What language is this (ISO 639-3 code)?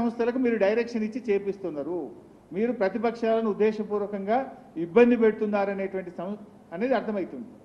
tel